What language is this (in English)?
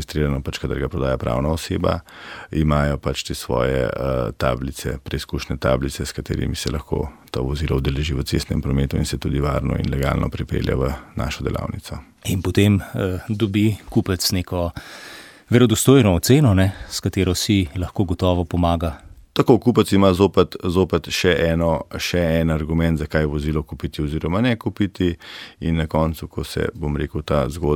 Slovenian